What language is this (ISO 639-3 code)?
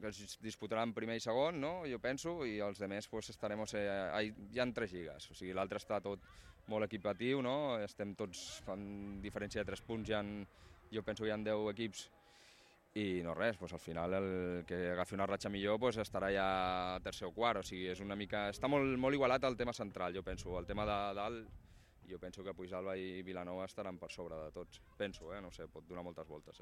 cat